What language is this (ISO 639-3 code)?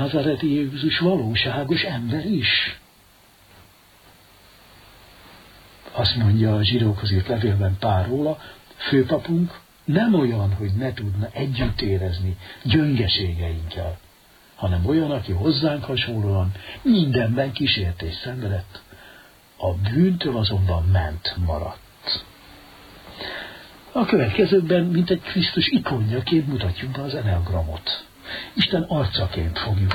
hun